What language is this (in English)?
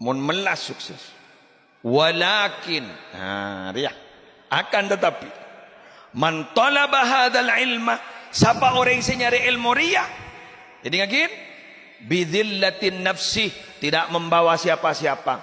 Madurese